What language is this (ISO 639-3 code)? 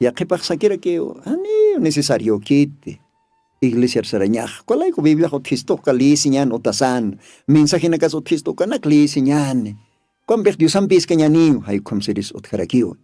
aym